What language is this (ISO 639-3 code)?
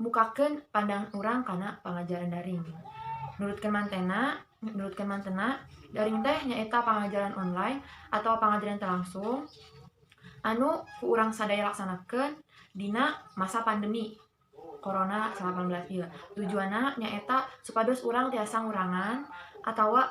sun